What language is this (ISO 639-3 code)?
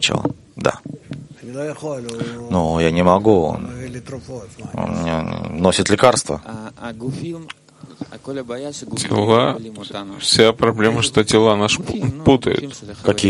rus